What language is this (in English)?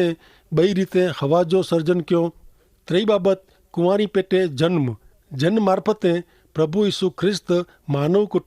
Kachhi